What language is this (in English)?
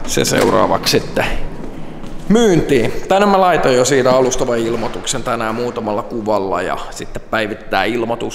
Finnish